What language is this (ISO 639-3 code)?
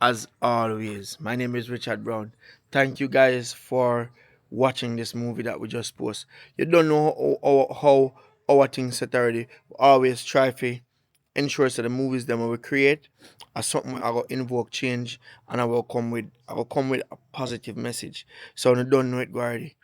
jam